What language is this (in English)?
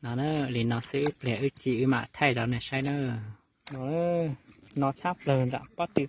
Hmong